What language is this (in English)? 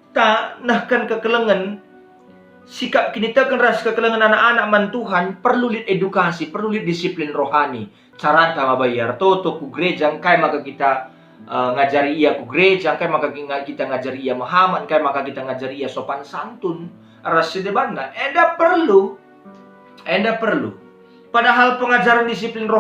Batak Karo